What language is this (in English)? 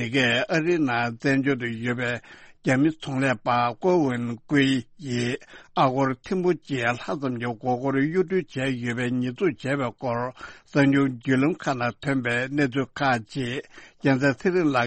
Tibetan